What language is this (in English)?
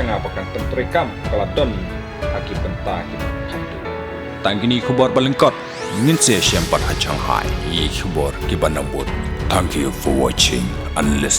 Khasi